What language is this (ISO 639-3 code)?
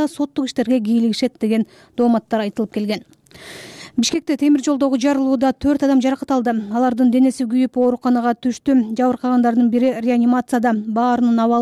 kir